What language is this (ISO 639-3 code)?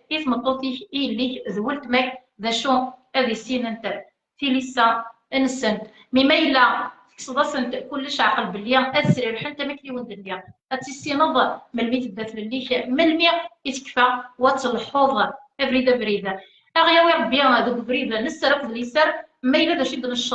kab